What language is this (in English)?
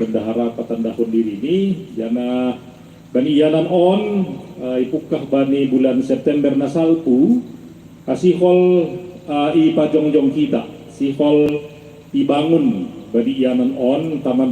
Batak Simalungun